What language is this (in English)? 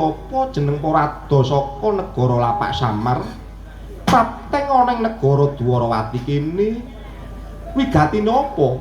Javanese